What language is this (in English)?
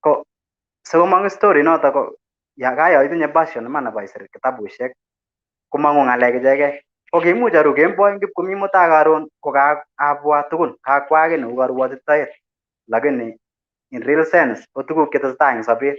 Kalenjin